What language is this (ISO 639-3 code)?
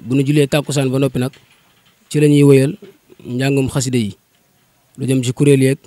wol